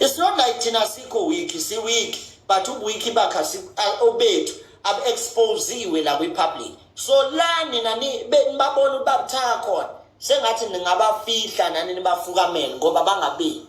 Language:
Zulu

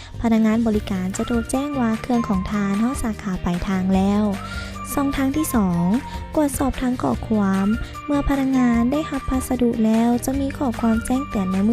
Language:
Lao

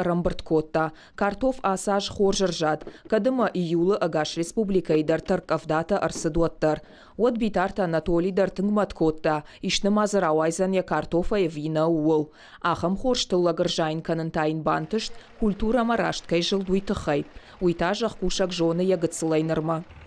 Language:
Ossetic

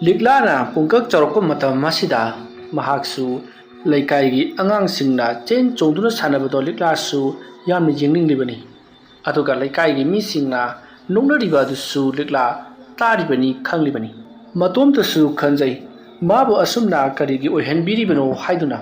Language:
Manipuri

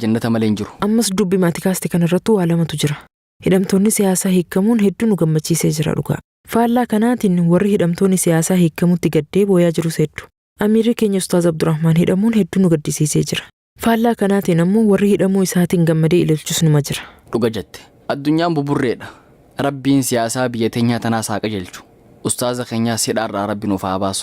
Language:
Oromo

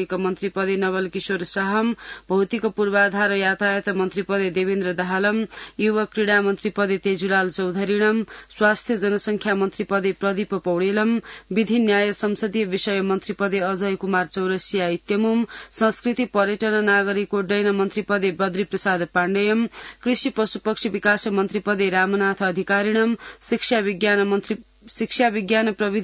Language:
Sanskrit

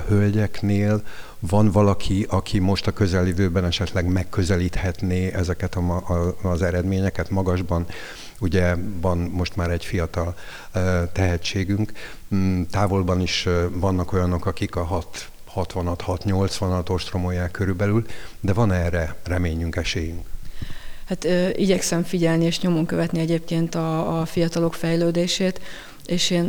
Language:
Hungarian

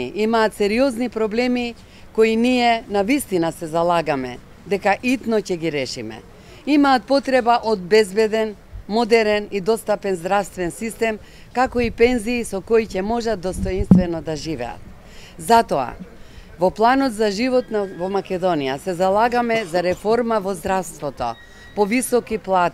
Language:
Macedonian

